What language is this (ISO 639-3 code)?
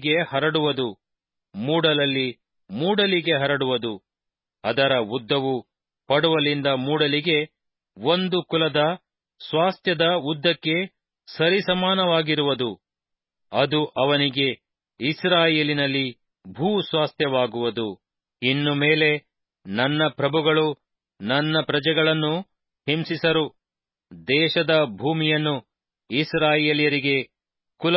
kan